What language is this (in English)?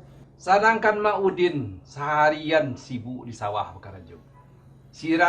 Minangkabau